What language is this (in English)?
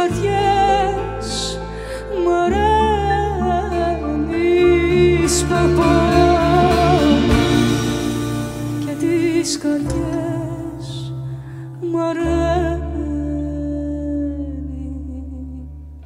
Greek